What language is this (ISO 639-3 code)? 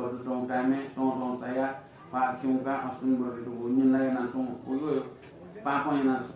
new